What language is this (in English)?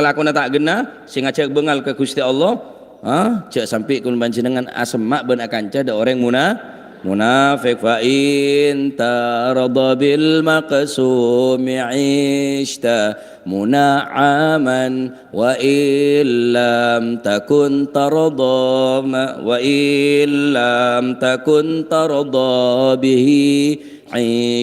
Madurese